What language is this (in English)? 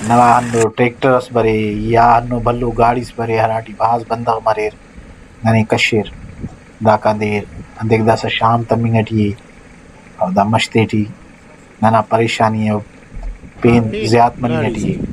Brahui